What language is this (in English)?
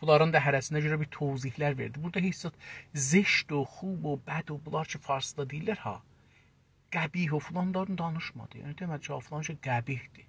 South Azerbaijani